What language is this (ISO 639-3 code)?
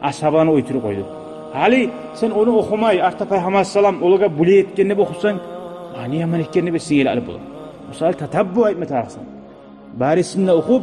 kum